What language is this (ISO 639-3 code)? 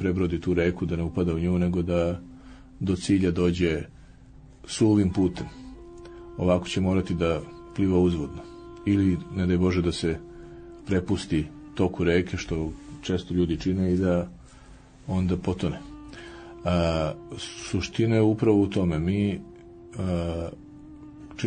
srp